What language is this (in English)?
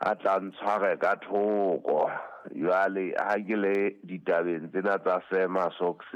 Southern Sotho